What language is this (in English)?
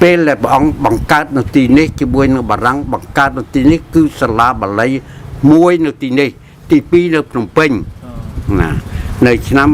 Khmer